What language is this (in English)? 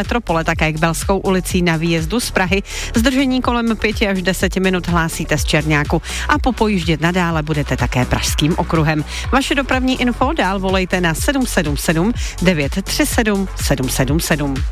Czech